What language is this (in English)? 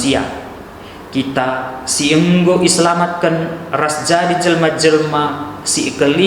Batak Karo